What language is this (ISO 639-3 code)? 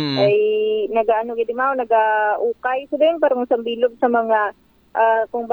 akl